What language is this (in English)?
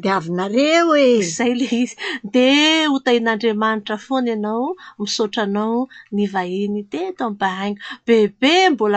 Malagasy